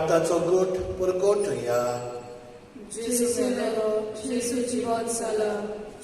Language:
Konkani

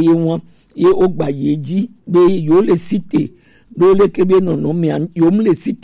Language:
Gen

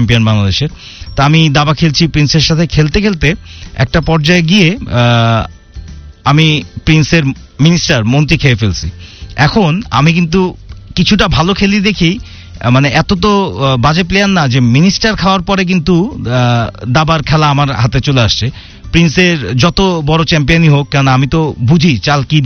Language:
Bangla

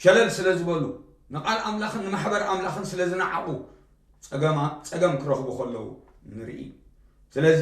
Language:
Tigrinya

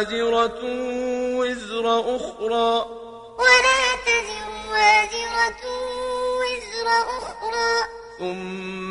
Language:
Arabic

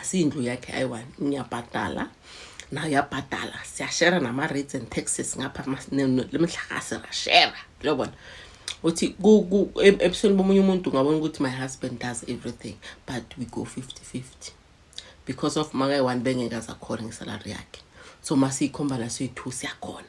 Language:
Zulu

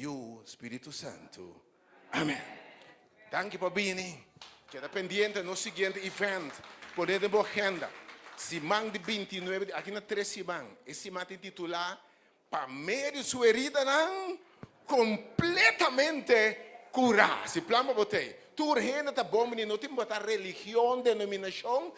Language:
Papiamento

